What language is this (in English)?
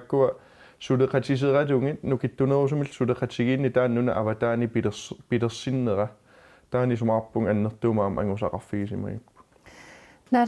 Kalaallisut